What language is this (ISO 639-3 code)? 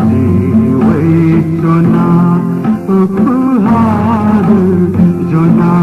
new